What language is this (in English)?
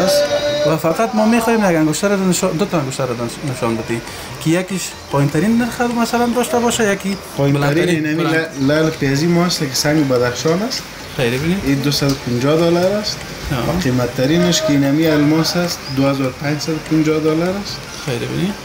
Persian